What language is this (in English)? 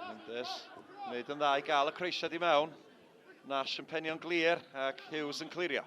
Welsh